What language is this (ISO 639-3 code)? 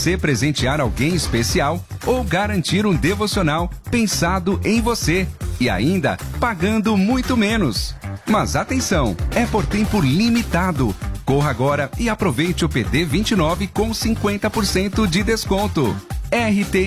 por